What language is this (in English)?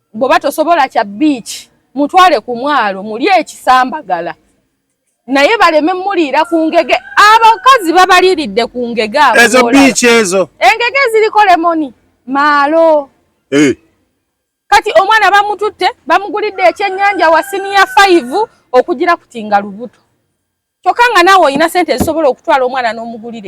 Ganda